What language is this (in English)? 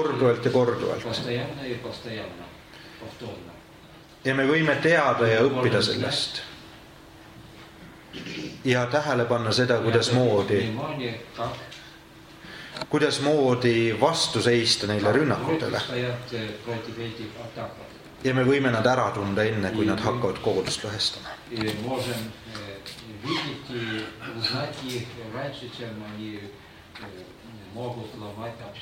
Estonian